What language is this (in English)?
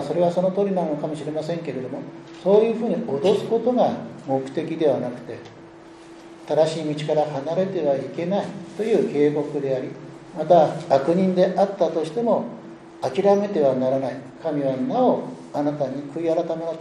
Japanese